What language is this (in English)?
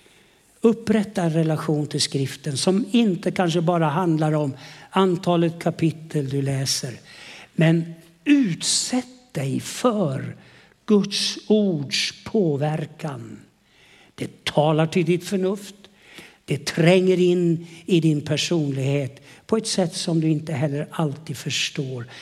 Swedish